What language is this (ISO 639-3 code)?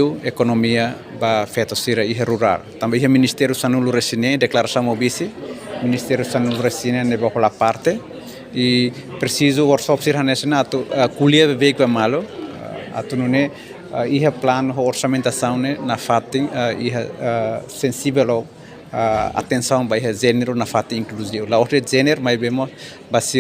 tet